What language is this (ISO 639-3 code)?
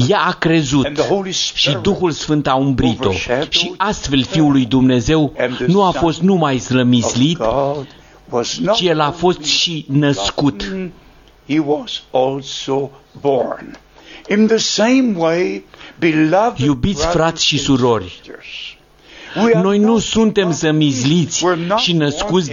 ron